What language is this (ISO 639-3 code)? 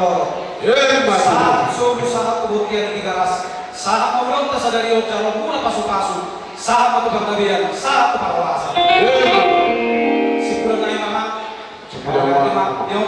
bbc